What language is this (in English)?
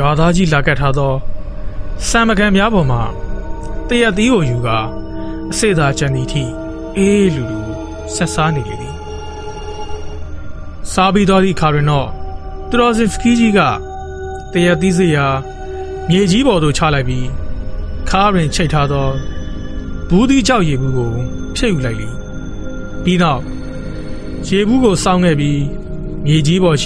Burmese